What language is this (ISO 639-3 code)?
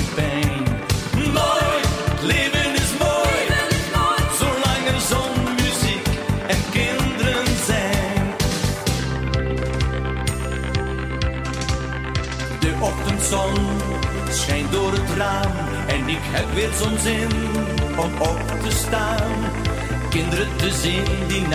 nld